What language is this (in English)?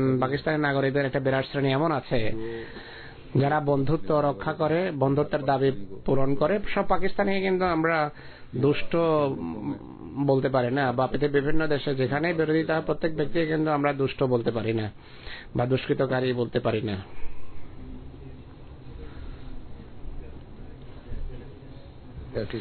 Bangla